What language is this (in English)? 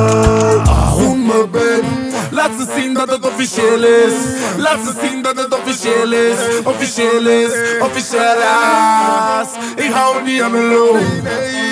Dutch